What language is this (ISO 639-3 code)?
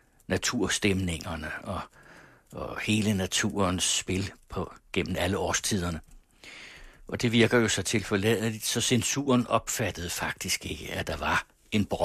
dan